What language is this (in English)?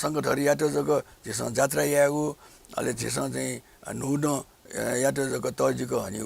Newari